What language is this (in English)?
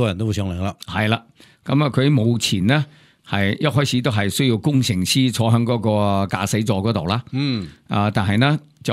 Cantonese